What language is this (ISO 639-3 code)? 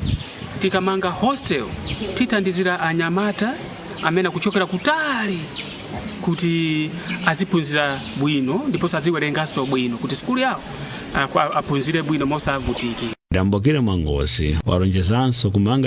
nya